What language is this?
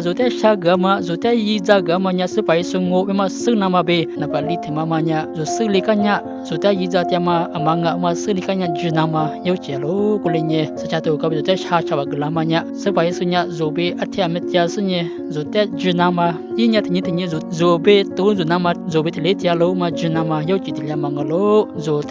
Lisu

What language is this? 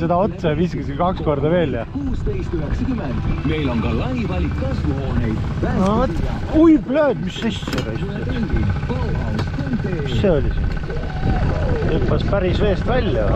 Estonian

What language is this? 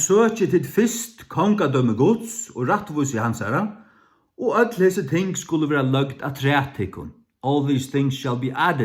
Faroese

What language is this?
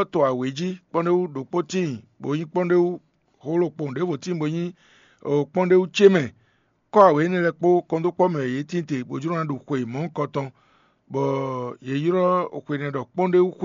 Fon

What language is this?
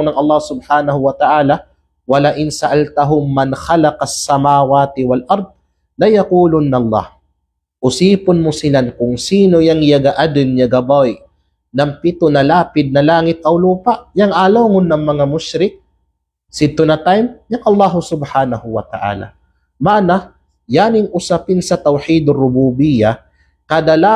Kalagan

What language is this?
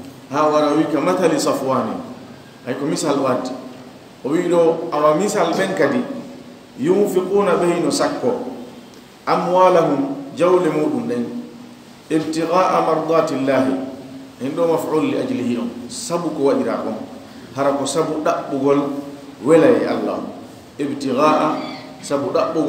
Fula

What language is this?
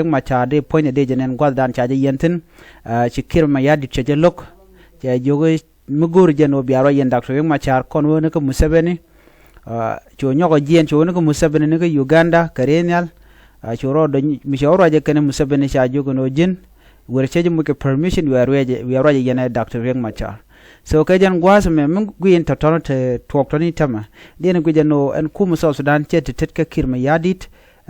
Nuer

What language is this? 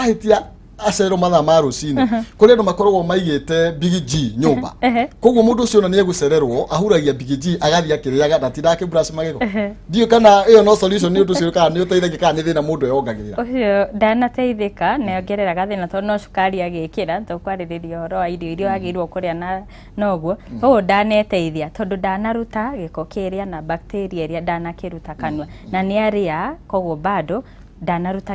Kikuyu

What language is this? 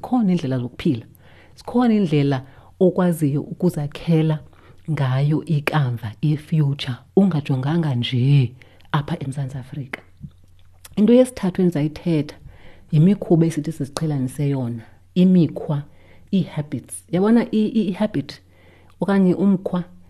Xhosa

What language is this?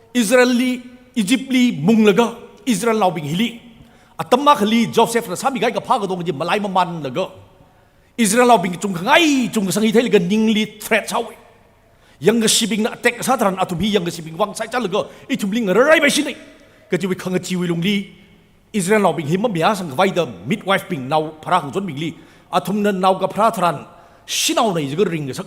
Tangkhul Naga (India)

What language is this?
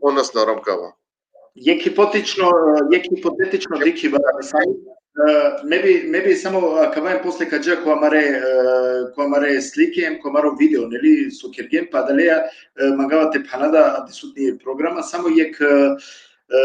Balkan Romani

